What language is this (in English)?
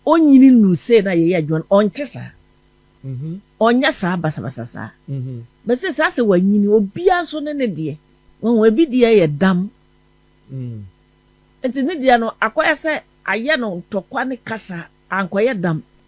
Akan